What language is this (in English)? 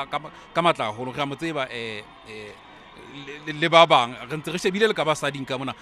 Southern Sotho